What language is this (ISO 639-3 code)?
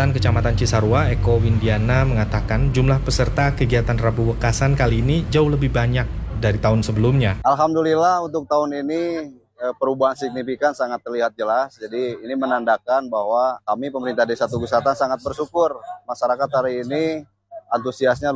ind